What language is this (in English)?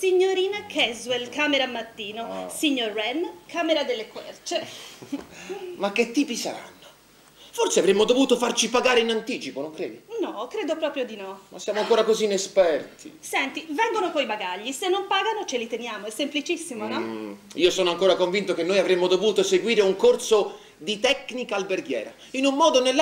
Italian